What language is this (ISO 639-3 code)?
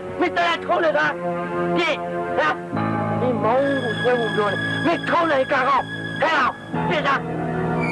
mya